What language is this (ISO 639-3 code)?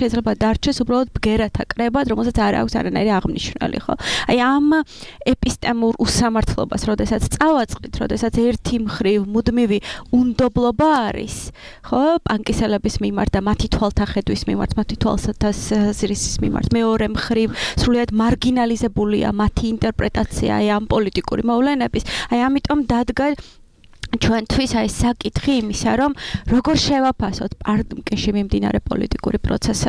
kat